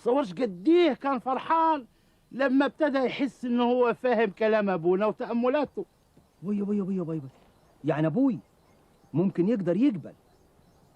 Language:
Egyptian Arabic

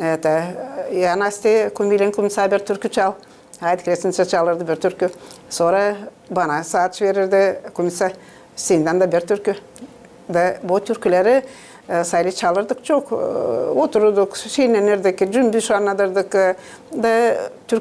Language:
Gagauz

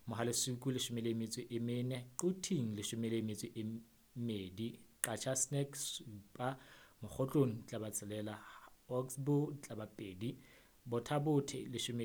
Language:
Southern Sotho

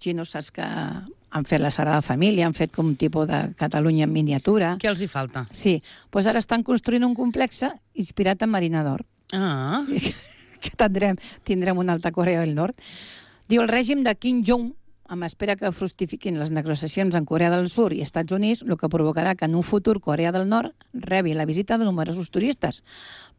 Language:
Catalan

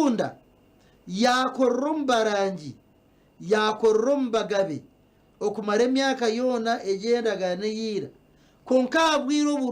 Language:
Nyankole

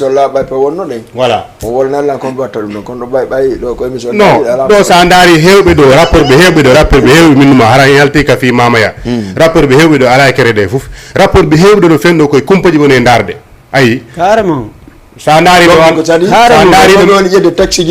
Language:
Fula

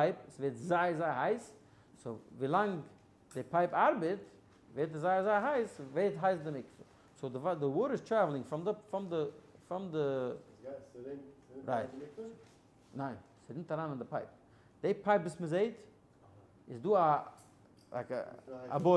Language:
Yiddish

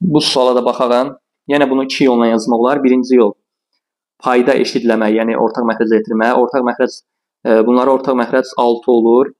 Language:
Azerbaijani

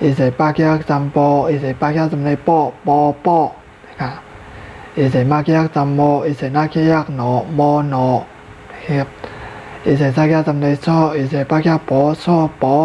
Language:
Shan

